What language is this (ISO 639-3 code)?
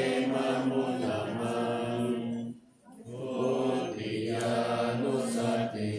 pli